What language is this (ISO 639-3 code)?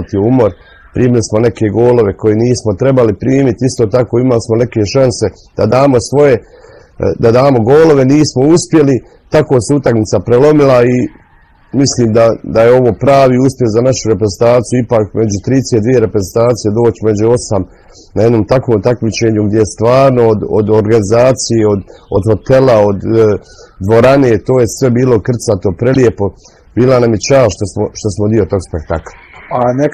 bos